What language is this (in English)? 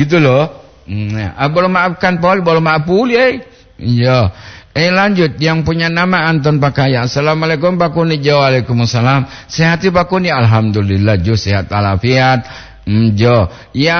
Gorontalo